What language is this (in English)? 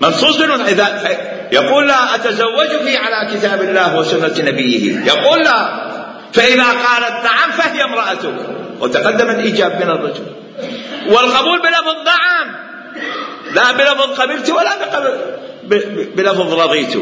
Mesopotamian Arabic